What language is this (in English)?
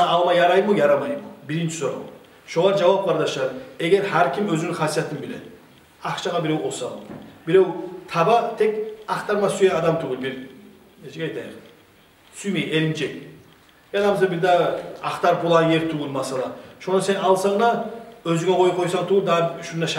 Kumyk